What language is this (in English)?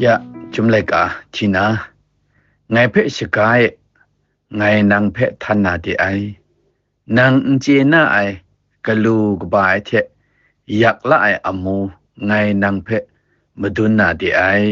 Kachin